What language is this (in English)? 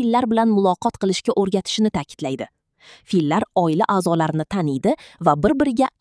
Uzbek